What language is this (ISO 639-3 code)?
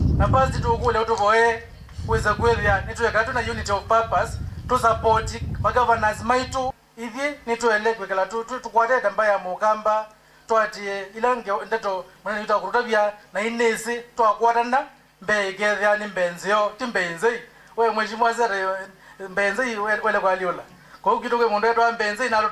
kam